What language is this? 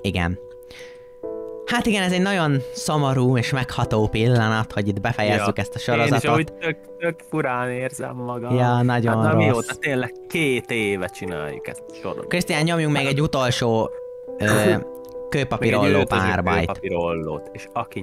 Hungarian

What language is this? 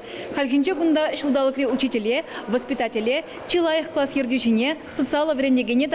Chuvash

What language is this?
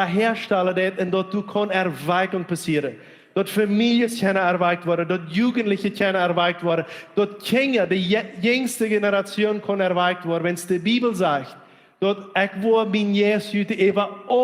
Plautdietsch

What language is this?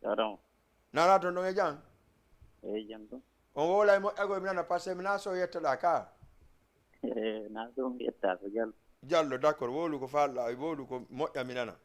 Fula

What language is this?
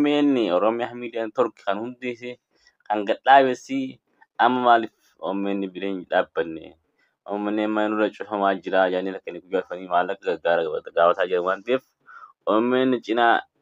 Oromo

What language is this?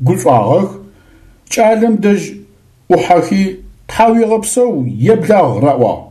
Adyghe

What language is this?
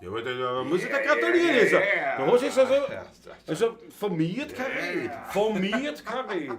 Bavarian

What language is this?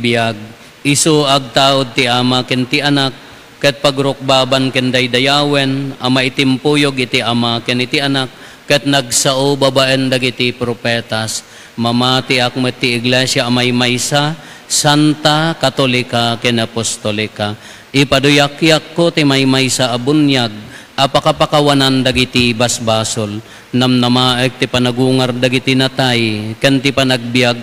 Iloko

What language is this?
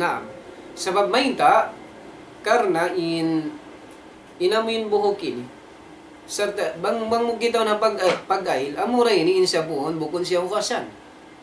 Tausug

